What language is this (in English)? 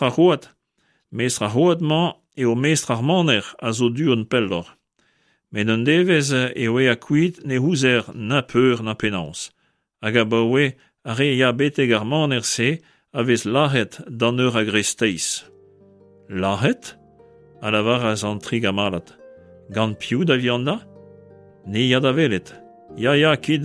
Breton